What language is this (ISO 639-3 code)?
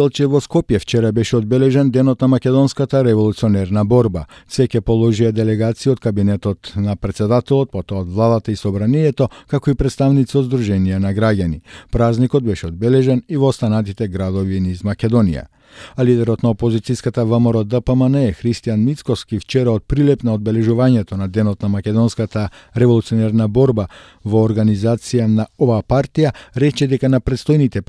mkd